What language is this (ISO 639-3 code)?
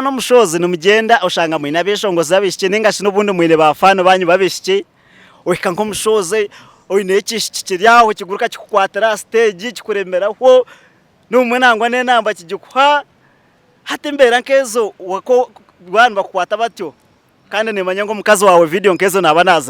nyn